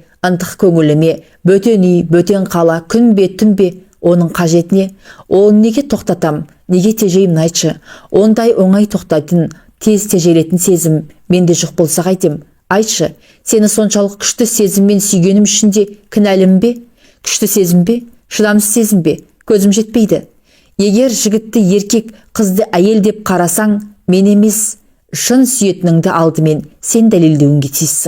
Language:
Kazakh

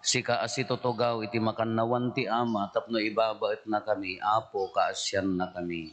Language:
Iloko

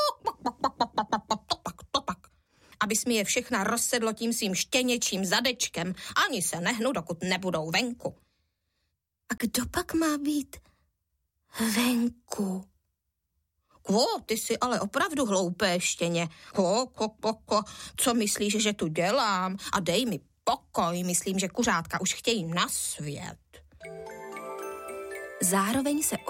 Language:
Czech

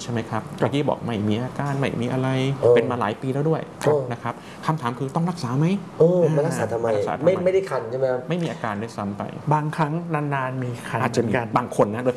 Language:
Thai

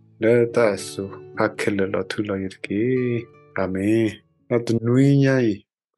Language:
S'gaw Karen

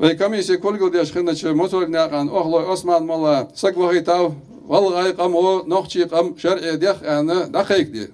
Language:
Ingush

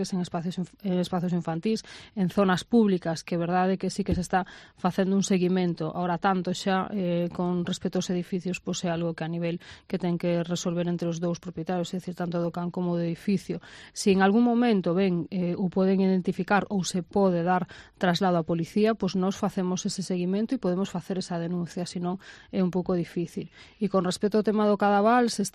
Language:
Galician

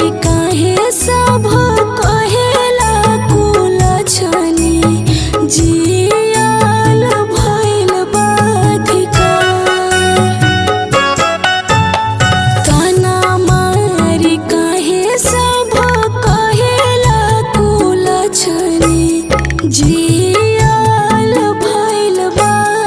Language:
Bhojpuri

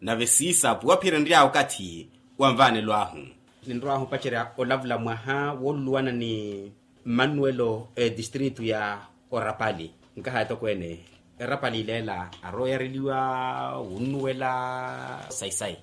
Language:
Makhuwa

